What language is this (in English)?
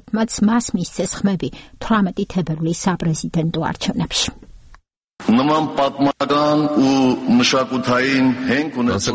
Georgian